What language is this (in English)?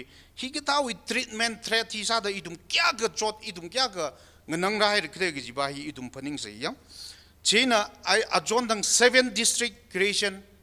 Tangkhul Naga (India)